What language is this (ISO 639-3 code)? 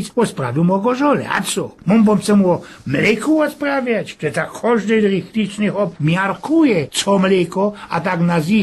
szl